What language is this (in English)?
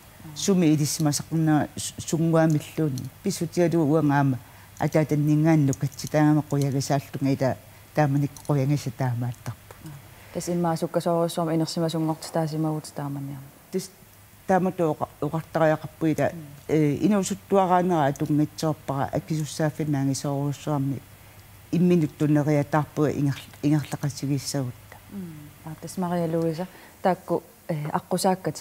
Kalaallisut